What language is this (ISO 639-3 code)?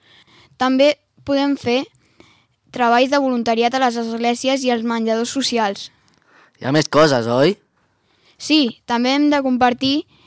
cat